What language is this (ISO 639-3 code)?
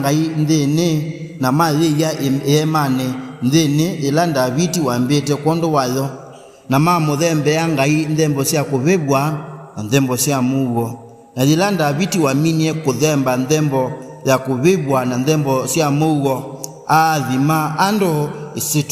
kam